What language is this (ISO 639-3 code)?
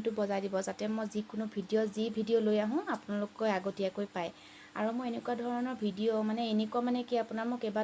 asm